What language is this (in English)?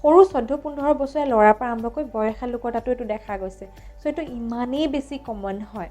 Assamese